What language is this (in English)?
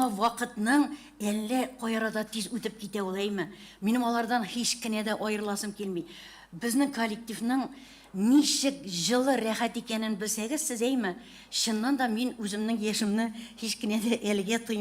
Tatar